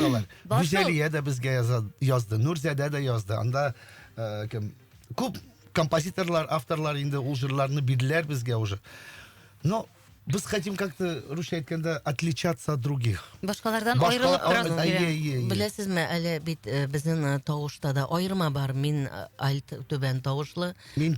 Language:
Tatar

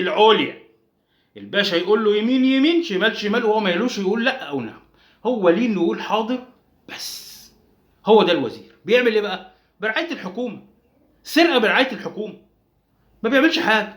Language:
Egyptian Arabic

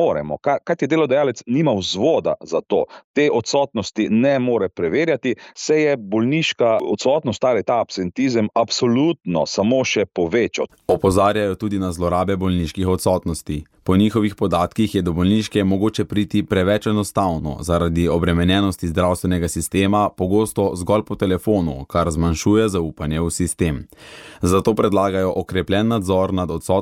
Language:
Slovenian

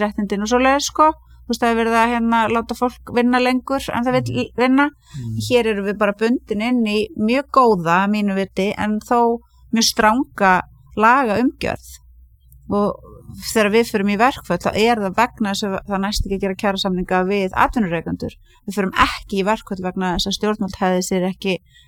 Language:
Icelandic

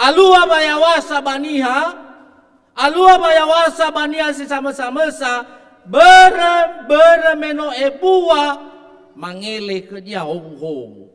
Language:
Nias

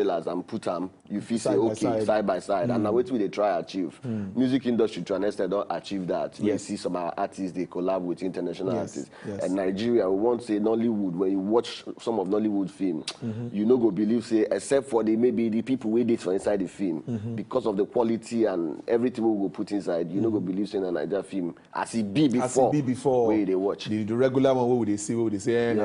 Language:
Nigerian Pidgin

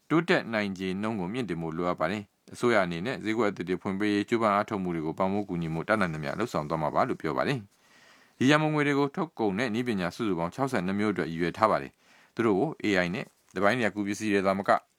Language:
Burmese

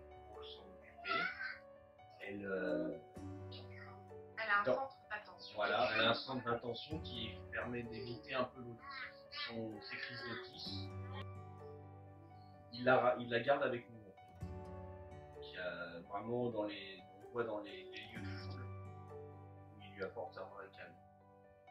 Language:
French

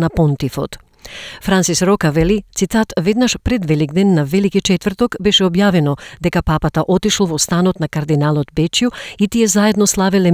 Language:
Macedonian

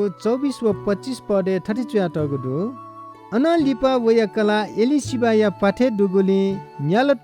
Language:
Newari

